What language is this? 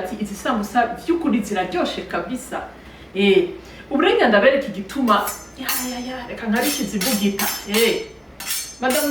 Rundi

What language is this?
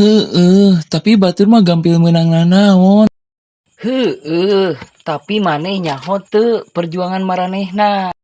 Sundanese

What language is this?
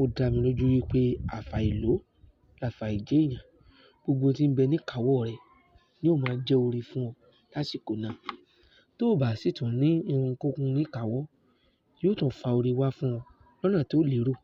Yoruba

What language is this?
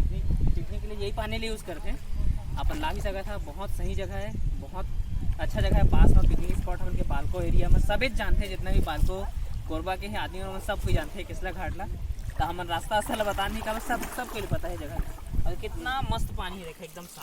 Chhattisgarhi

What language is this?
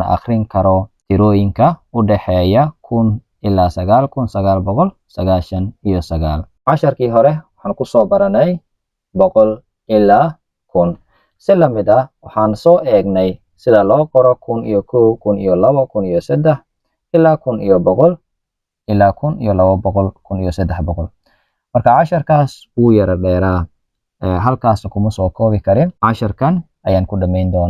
Somali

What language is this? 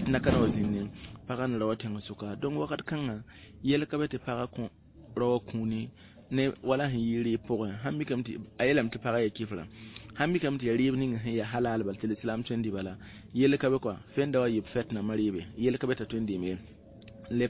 Mossi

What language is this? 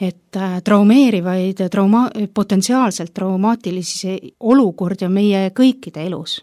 Estonian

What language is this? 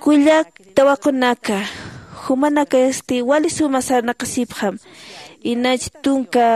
Aymara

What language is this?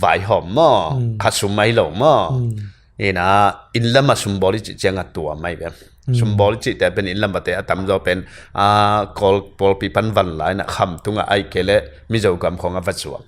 Tedim Chin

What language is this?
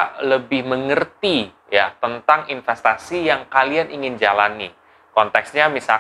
Indonesian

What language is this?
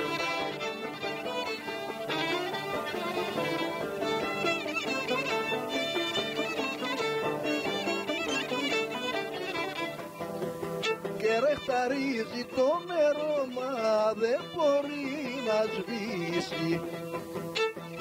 Greek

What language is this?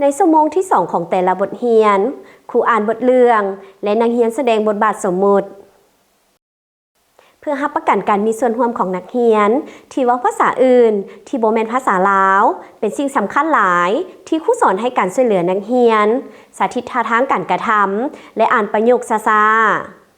Lao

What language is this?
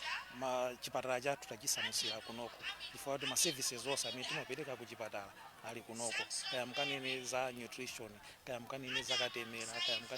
Nyanja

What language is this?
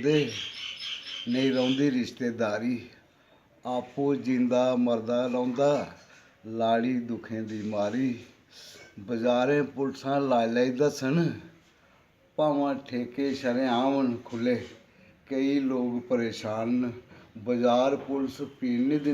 Dogri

